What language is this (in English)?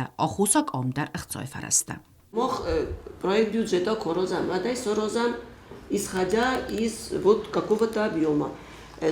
Ossetic